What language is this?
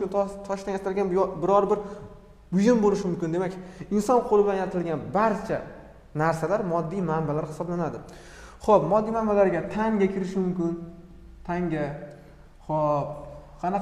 Uzbek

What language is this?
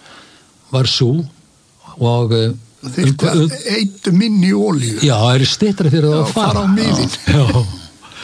Icelandic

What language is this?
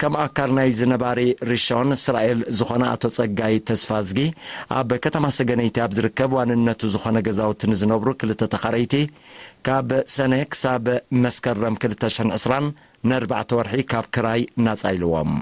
Tigrinya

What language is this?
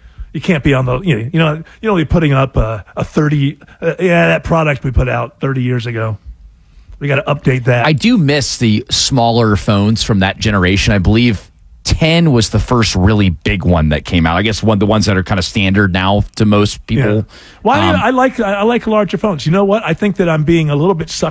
English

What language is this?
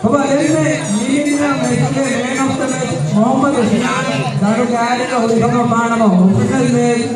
Divehi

